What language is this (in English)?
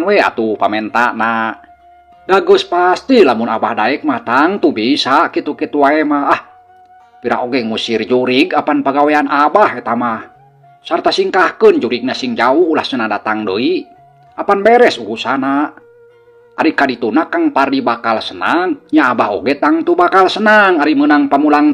Sundanese